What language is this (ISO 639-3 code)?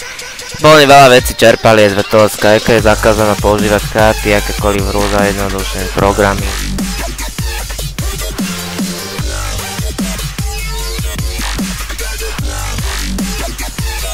slk